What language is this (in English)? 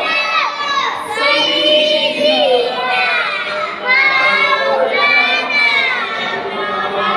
Sylheti